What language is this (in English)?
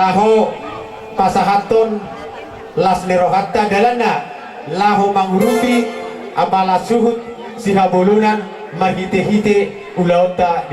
Batak Toba